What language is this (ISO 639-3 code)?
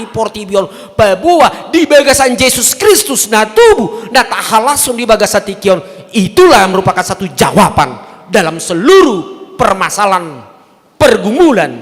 bbc